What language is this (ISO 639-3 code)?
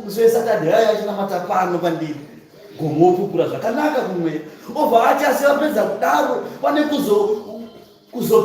sna